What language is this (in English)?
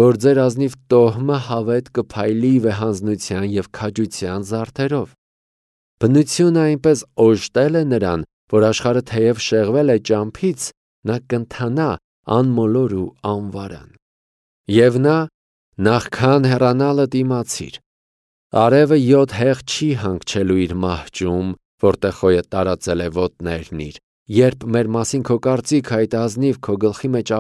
Armenian